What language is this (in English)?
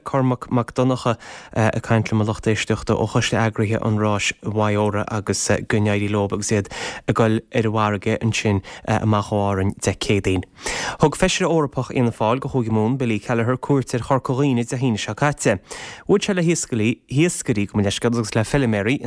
Irish